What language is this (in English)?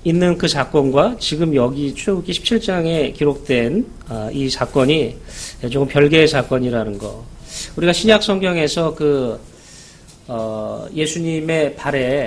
Korean